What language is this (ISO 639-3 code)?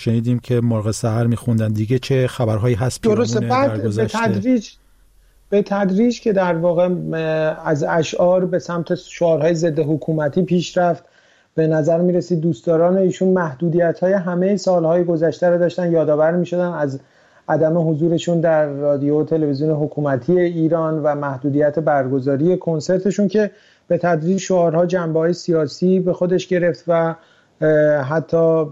fas